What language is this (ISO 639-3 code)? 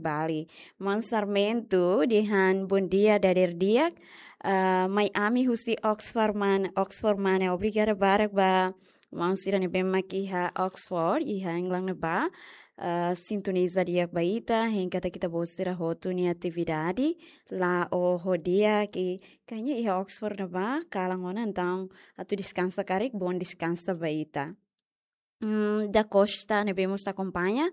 tet